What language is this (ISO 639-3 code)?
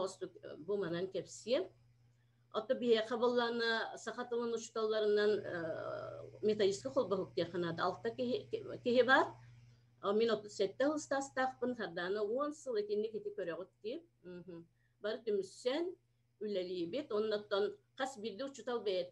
sah